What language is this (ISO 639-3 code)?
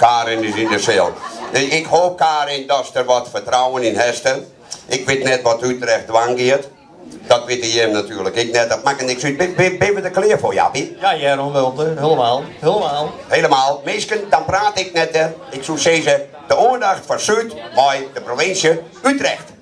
fry